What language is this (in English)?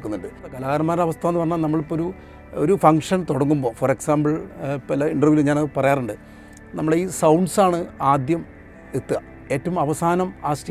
Malayalam